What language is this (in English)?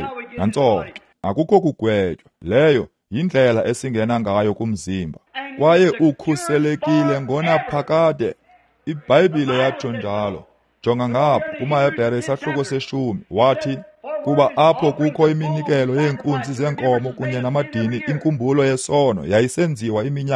Xhosa